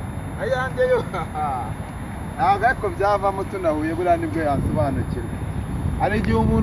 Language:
Kinyarwanda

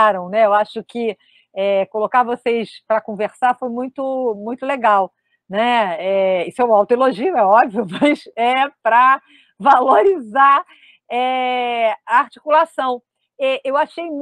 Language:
Portuguese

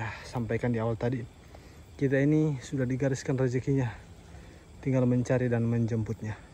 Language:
Indonesian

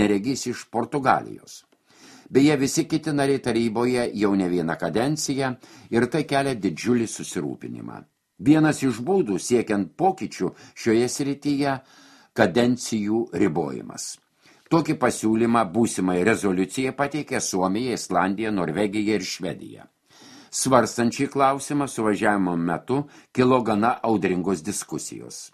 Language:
Lithuanian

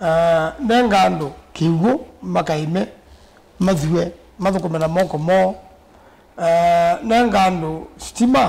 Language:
Kamba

